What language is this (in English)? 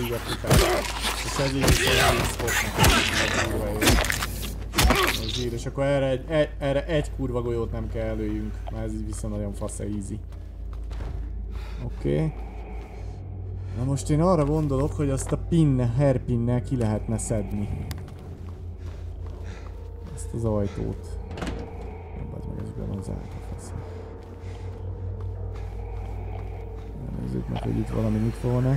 Hungarian